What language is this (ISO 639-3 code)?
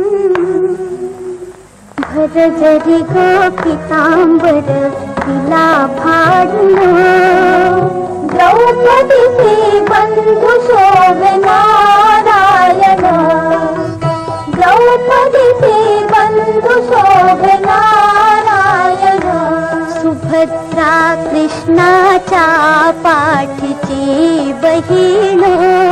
mar